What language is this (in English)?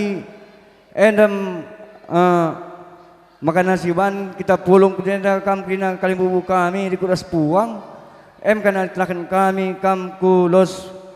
Batak Karo